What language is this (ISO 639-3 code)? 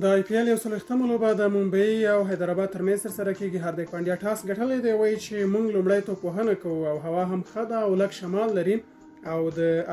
pus